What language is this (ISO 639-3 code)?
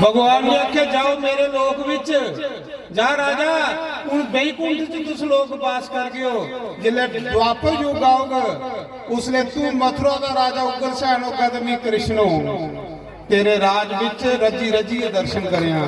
doi